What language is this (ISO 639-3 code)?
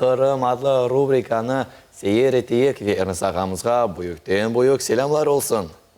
crh